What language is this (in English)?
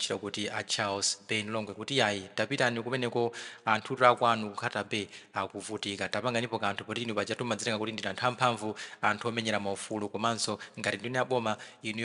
Nyanja